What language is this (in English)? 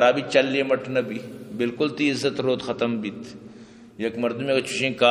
Eastern Balochi